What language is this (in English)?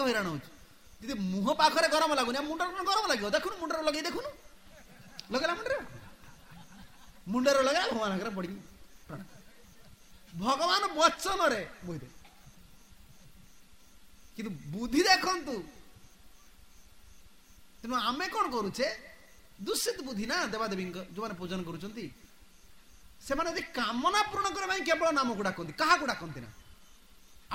Odia